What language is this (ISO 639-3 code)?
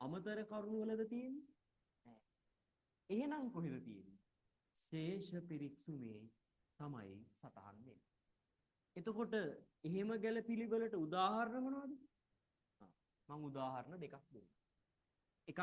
sin